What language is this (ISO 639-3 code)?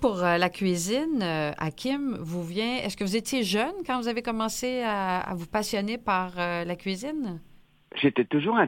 fra